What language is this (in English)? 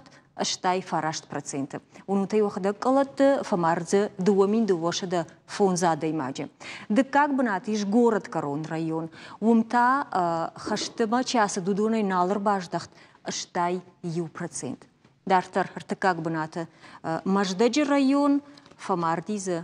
Ossetic